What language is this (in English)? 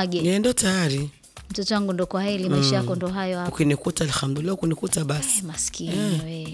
Swahili